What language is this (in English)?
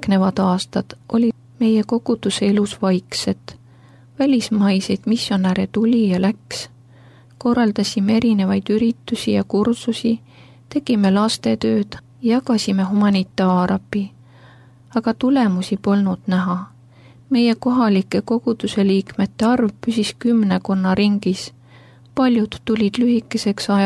Estonian